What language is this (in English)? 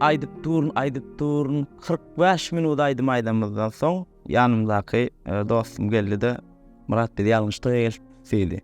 Turkmen